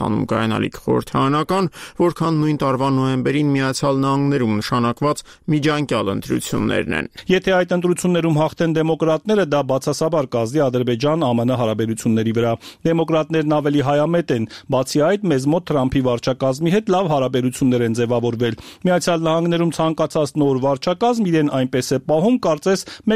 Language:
Armenian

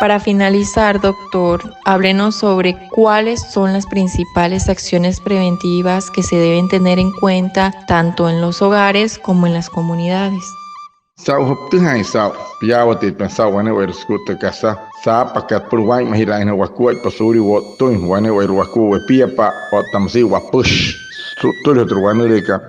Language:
Wayuu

